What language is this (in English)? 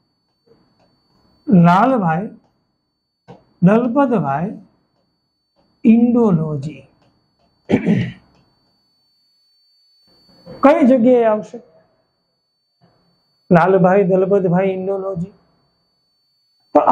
Gujarati